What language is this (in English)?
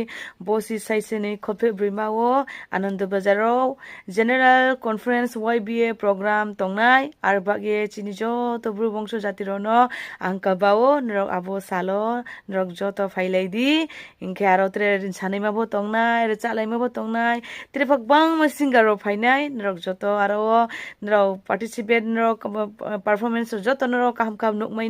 Riang (India)